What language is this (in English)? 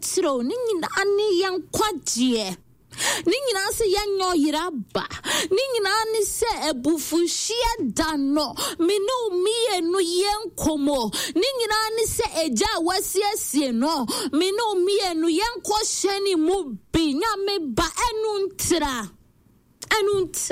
Akan